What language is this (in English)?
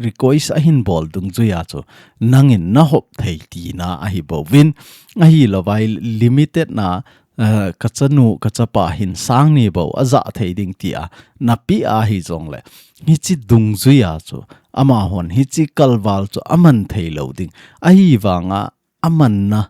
Thado Chin